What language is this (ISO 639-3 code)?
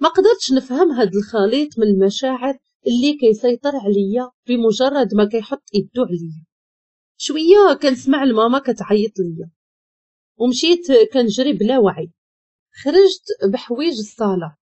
ary